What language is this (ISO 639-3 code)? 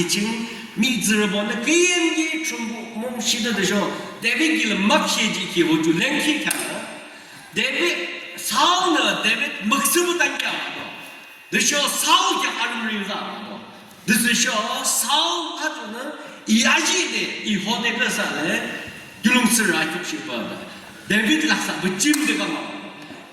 yim